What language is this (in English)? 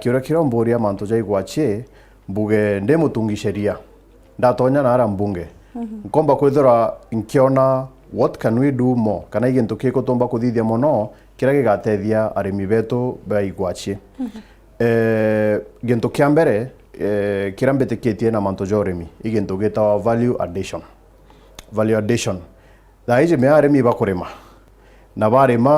Meru